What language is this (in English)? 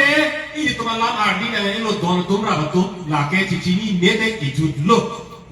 Karbi